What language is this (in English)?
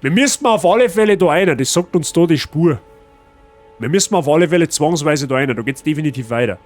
Bavarian